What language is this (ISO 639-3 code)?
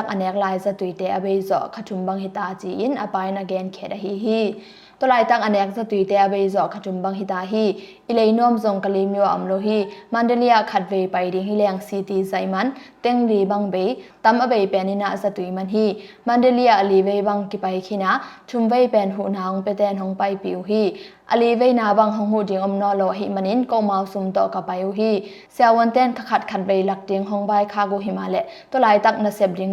ctd